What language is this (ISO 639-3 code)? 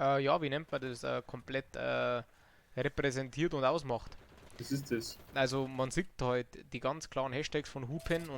bar